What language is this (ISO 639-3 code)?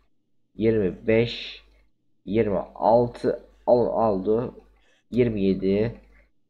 tur